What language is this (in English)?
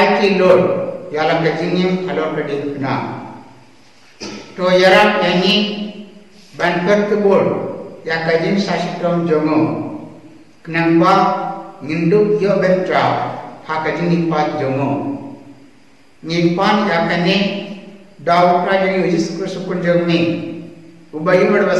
Khasi